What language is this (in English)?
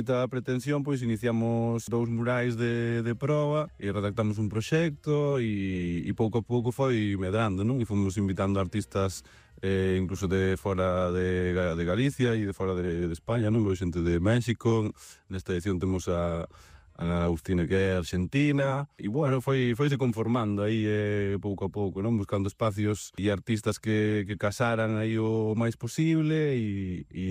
Galician